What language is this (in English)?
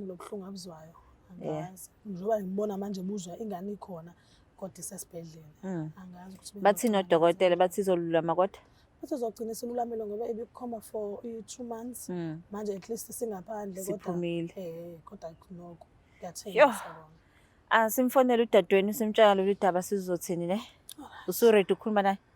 Zulu